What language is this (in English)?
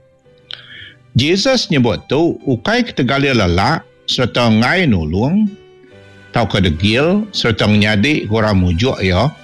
Iban